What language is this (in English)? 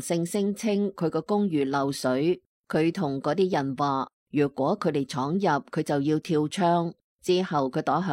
Cantonese